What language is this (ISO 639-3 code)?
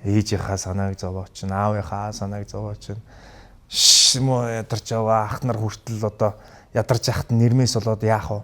mon